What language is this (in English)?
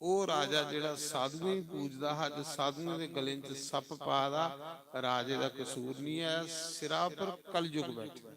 Dogri